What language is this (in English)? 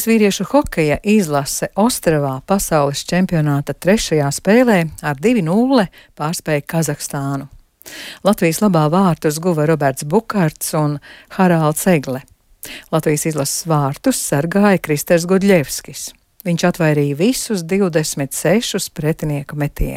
Latvian